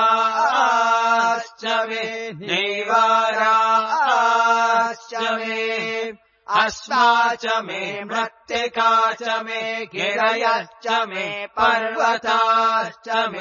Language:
Sanskrit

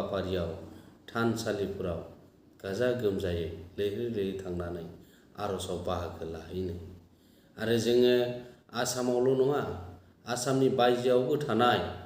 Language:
Bodo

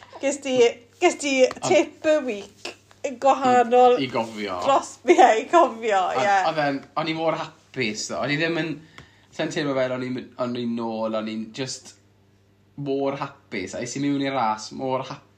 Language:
Welsh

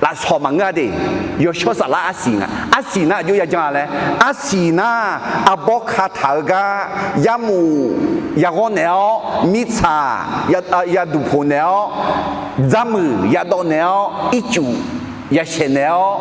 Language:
Akha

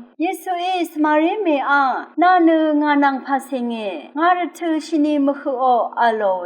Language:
Rawang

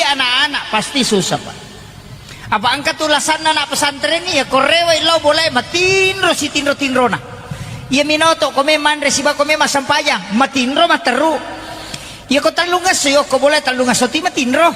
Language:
Buginese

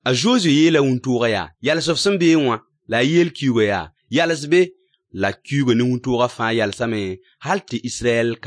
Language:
Mossi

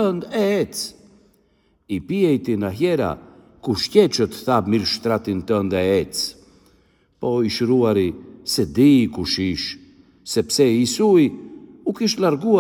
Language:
Albanian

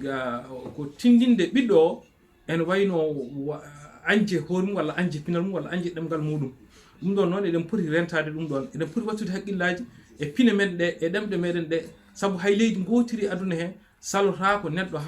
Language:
Fula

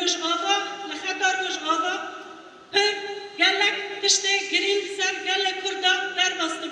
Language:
Kurdish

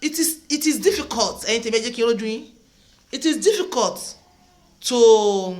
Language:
Yoruba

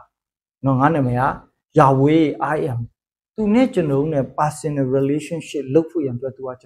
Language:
Burmese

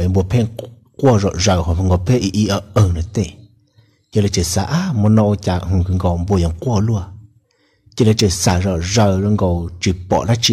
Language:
Hmong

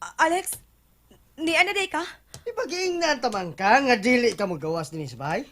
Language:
Cebuano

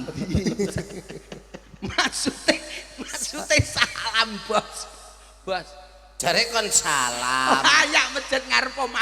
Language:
Javanese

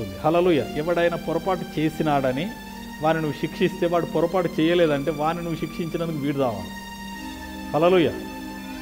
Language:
Telugu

